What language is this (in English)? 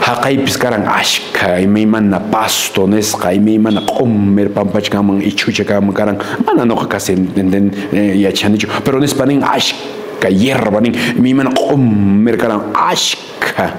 Quechua